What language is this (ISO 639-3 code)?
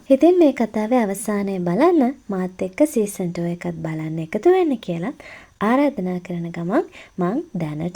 sin